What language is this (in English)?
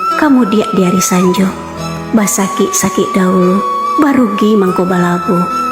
Minangkabau